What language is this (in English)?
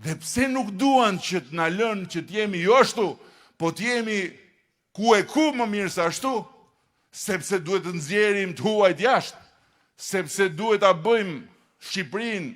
Albanian